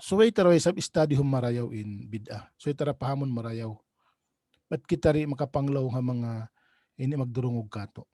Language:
Tausug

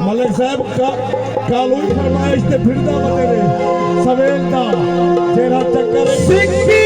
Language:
Saraiki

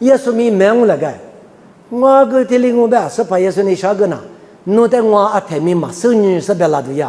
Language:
Lisu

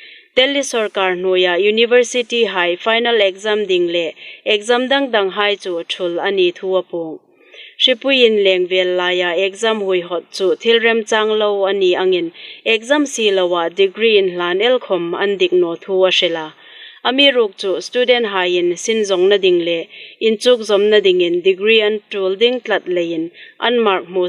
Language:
Hmar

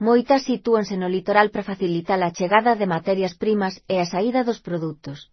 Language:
Galician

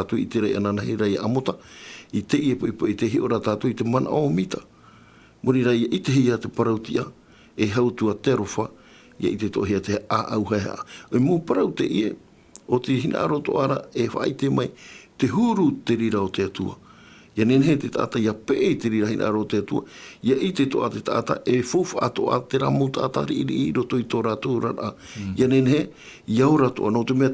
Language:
Tahitian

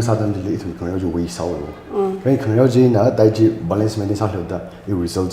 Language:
Tangkhul Naga (India)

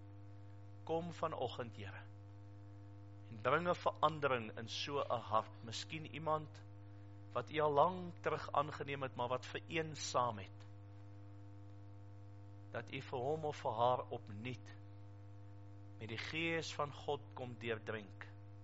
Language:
Afrikaans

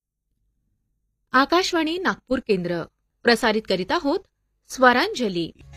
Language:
Marathi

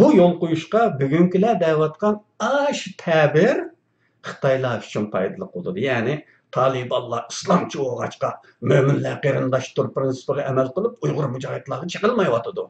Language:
Uyghur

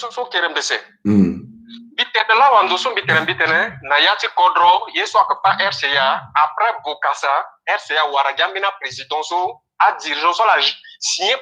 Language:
Sango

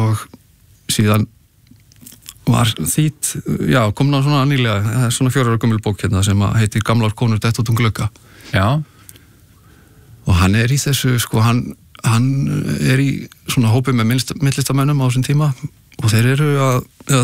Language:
Icelandic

